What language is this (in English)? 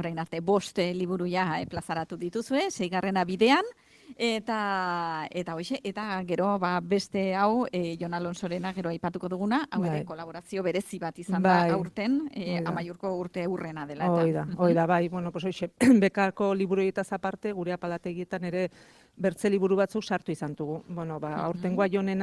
Basque